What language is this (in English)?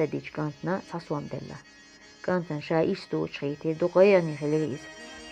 Chechen